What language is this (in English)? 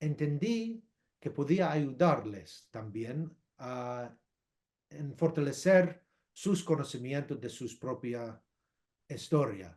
Ladino